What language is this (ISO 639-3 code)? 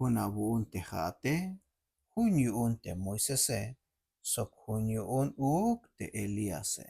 tzh